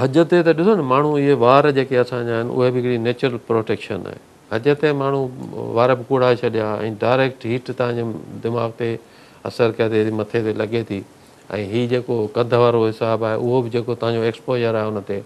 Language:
Sindhi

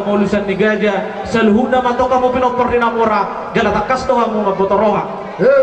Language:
Batak Toba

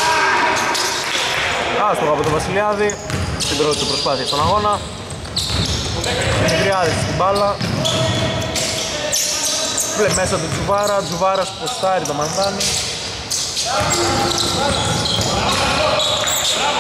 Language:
Greek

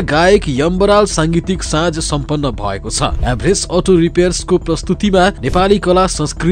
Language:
Nepali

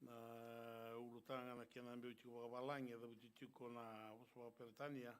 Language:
Fijian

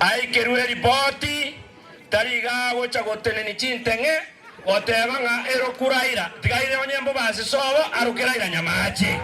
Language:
Gusii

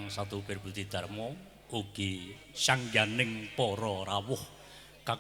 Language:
Javanese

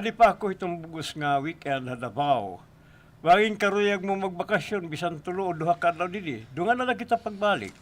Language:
Waray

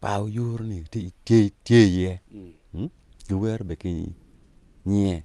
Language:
Acoli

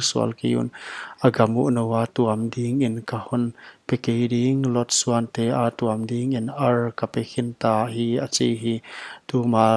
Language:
Paite Chin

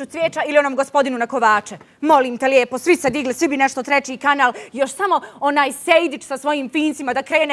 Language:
Bosnian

